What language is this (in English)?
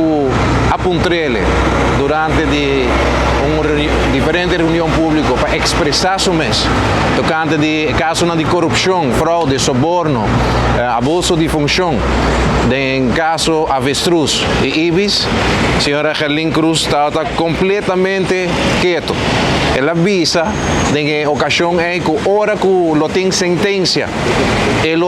Papiamento